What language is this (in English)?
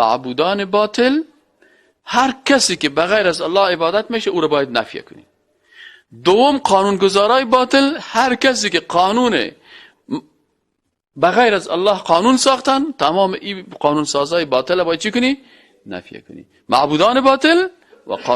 Persian